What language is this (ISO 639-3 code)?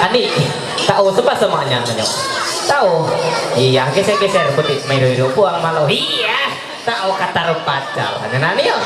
mhy